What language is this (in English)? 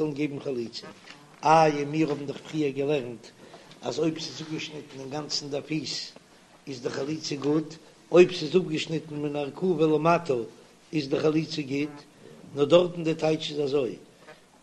Yiddish